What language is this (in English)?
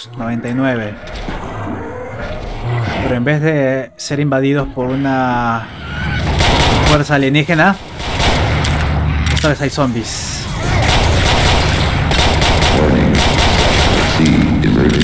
Spanish